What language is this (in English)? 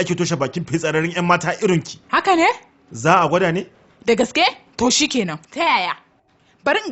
Hausa